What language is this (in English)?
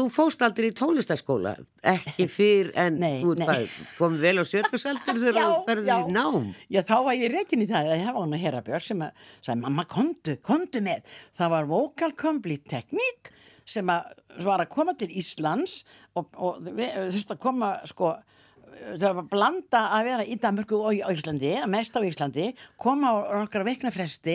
Icelandic